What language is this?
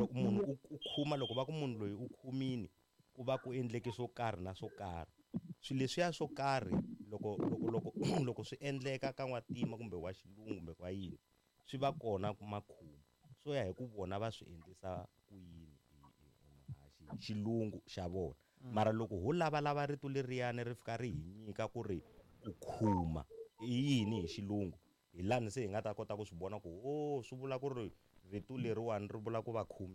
Tsonga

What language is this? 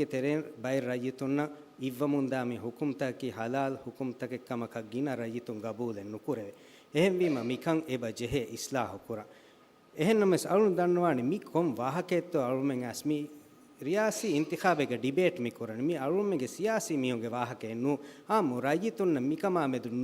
Divehi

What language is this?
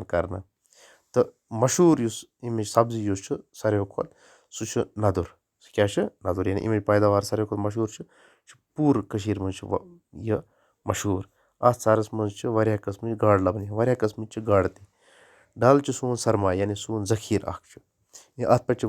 Kashmiri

